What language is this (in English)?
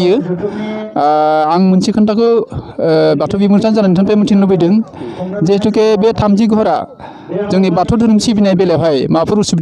Bodo